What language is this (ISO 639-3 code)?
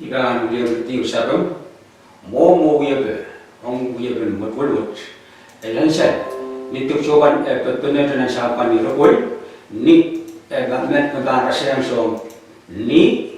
pon